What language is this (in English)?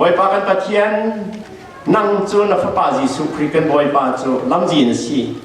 Falam Chin